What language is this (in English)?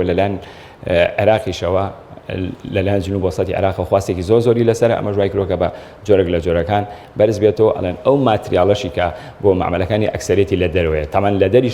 Central Kurdish